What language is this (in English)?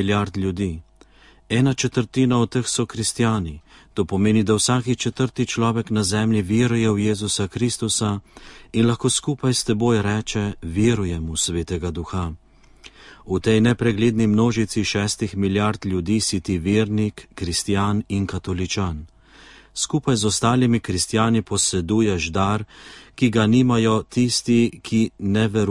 Slovenian